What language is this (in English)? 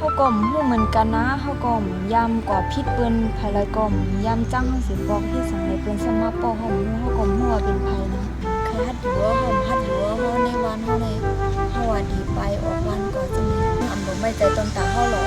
Shan